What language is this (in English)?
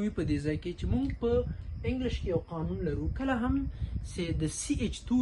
Pashto